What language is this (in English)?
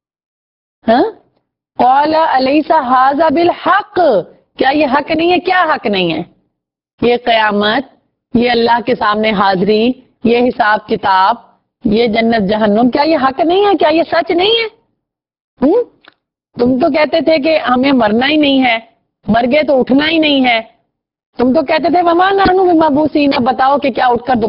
Urdu